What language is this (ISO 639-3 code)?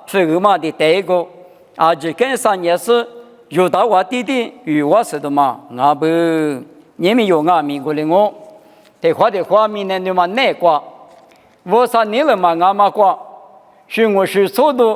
lis